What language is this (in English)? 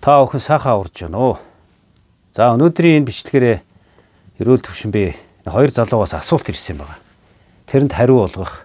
Mongolian